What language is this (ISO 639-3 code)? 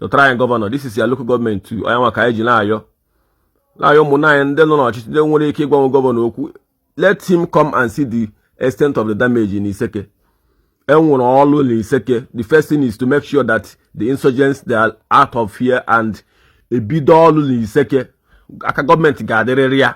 ibo